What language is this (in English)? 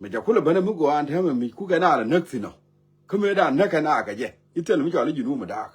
Nuer